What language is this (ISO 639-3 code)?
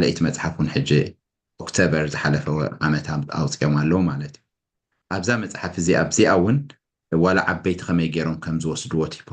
tir